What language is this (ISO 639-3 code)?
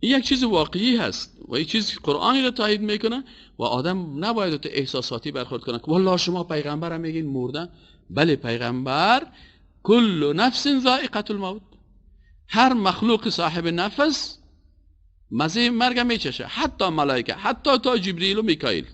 fas